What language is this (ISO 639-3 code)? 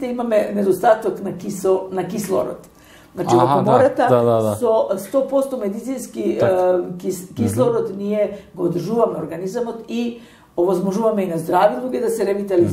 mkd